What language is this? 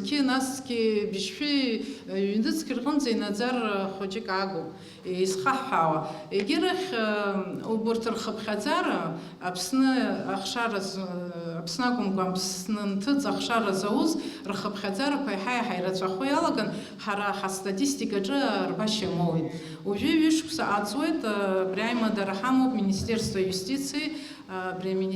Abkhazian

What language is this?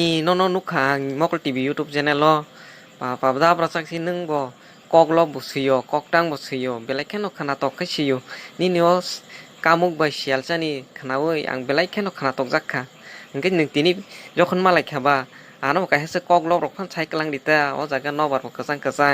Kok Borok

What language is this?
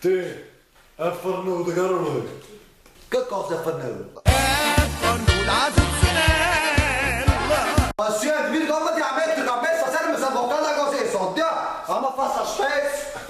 Neapolitan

